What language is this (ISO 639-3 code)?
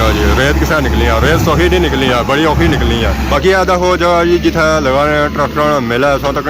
phr